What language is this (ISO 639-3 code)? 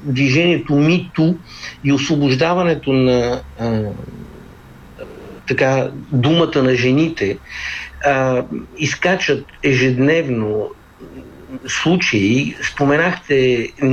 bul